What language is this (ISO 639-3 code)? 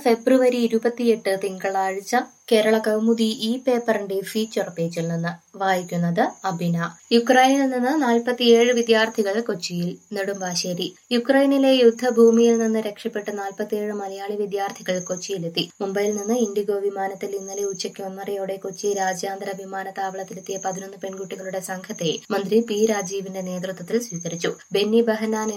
mal